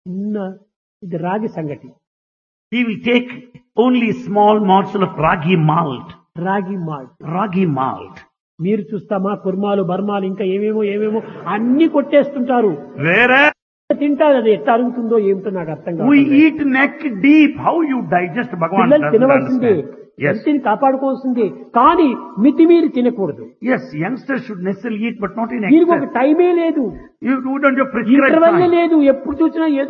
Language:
Telugu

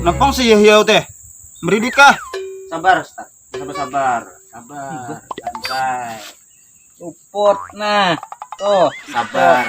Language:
Banjar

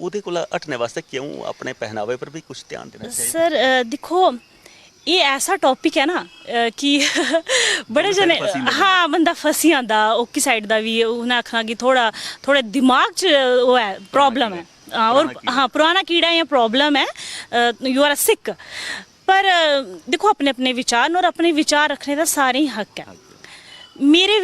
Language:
Dogri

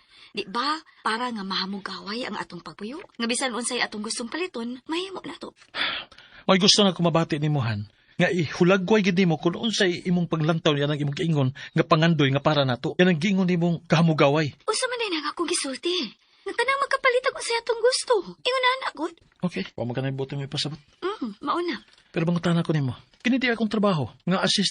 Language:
Cebuano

